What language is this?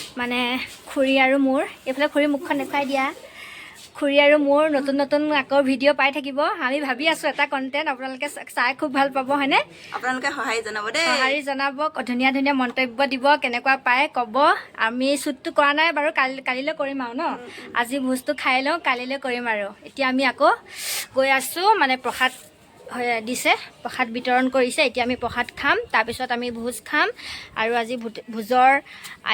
Assamese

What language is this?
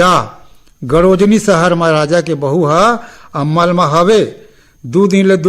Chhattisgarhi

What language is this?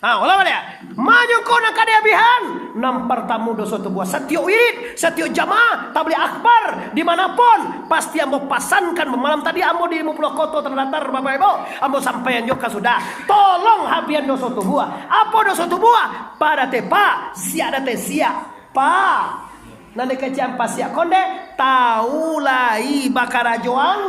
Minangkabau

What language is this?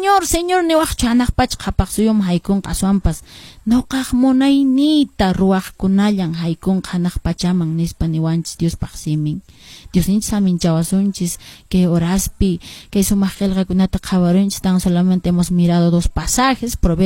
Quechua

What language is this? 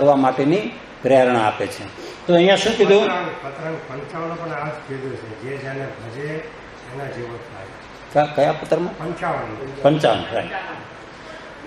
Gujarati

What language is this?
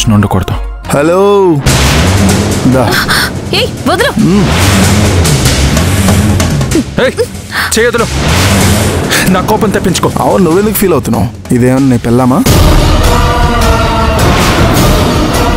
Telugu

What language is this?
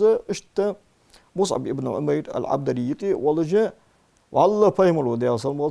Ingush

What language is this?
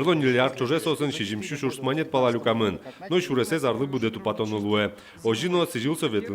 Udmurt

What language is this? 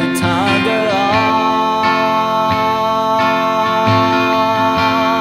Akha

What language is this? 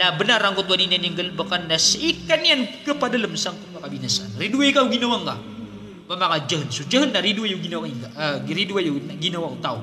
Maranao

